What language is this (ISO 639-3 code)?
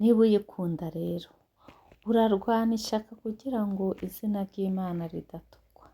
kin